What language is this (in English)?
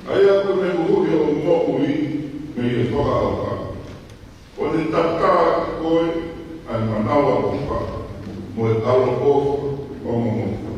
Tongan